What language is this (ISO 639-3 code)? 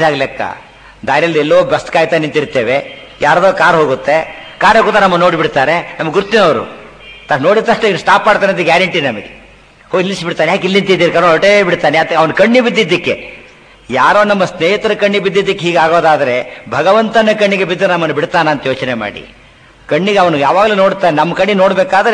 kan